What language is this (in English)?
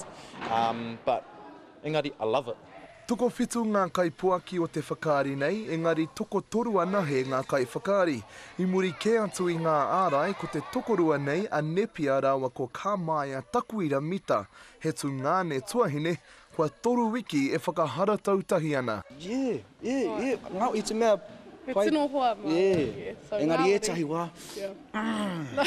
Māori